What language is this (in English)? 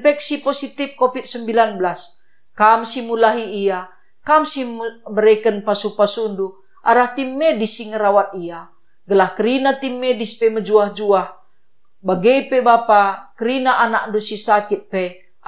Batak Karo